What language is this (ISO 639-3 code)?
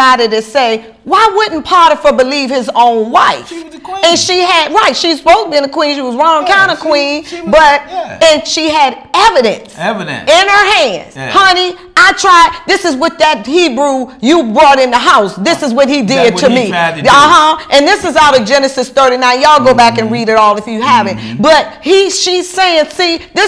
eng